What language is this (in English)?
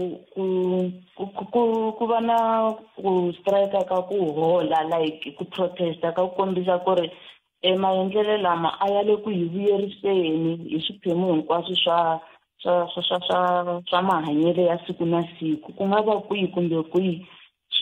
Tsonga